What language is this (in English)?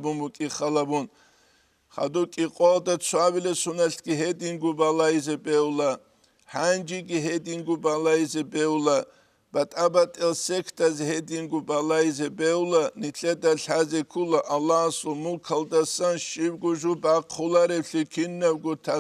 Avaric